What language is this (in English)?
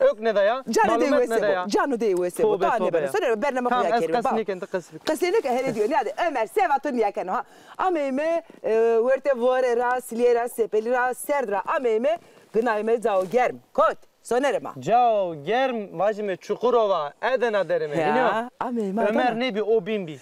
Zaza